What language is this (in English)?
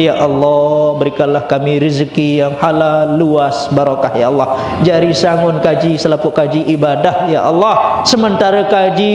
Sasak